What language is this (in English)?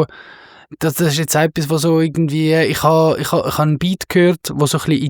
Swiss German